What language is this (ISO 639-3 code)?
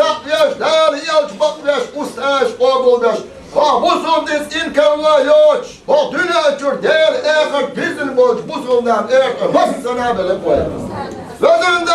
che